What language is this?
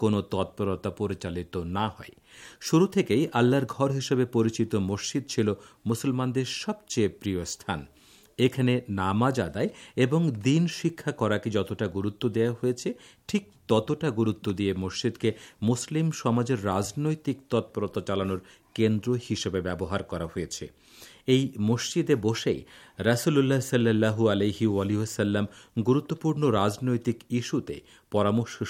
Bangla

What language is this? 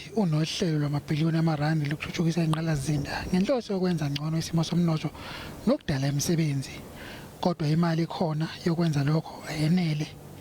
Zulu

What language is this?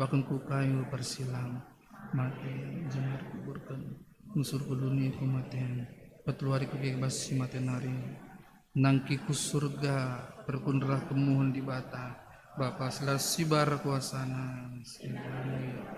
Batak Karo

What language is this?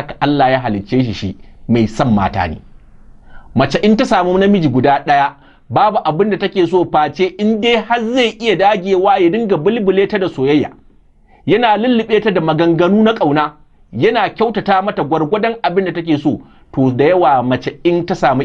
Hausa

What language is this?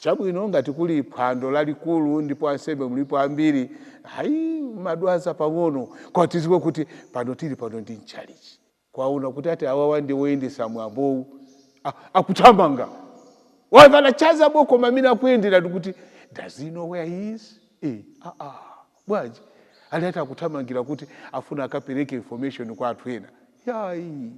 Nyanja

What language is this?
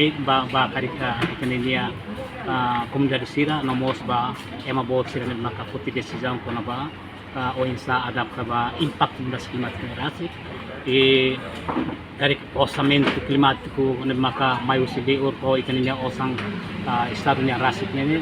Tetum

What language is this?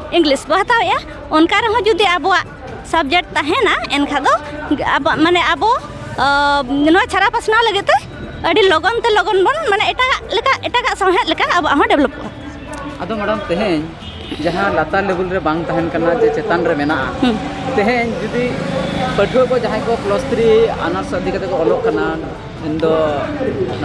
Santali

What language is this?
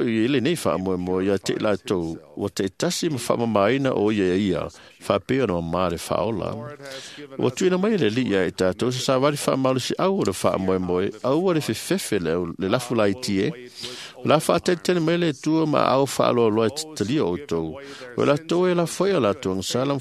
Samoan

